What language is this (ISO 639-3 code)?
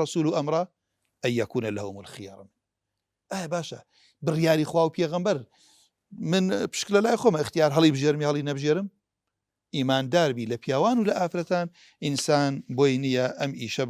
ckb